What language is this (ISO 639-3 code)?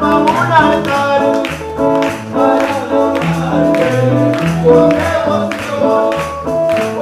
spa